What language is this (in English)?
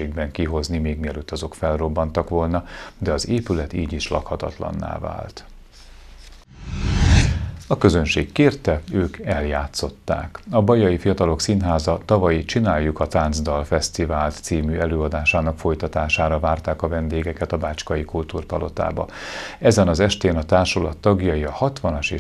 Hungarian